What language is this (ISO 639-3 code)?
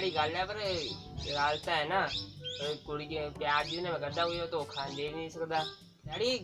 doi